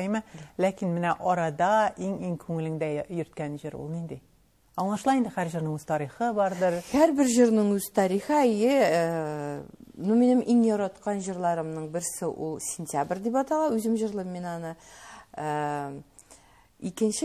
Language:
Tatar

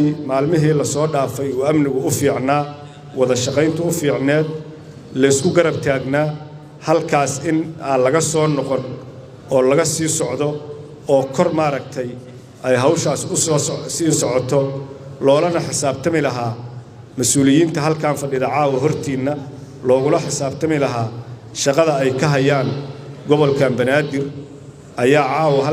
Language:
Somali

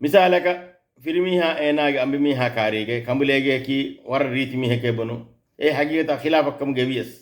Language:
Divehi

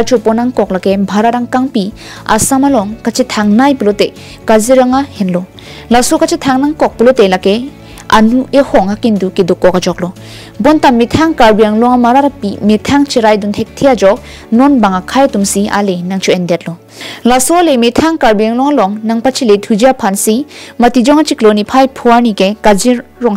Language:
Karbi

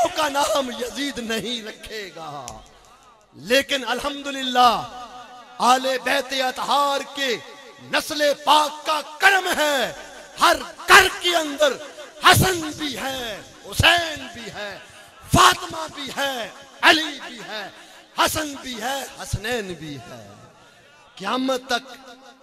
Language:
Urdu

